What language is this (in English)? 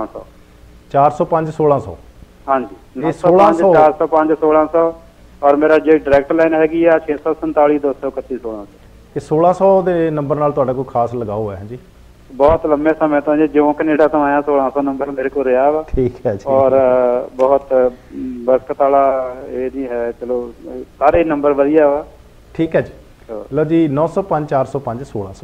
Punjabi